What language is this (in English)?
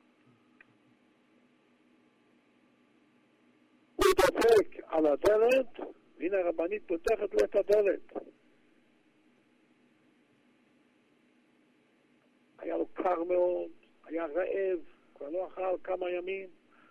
Hebrew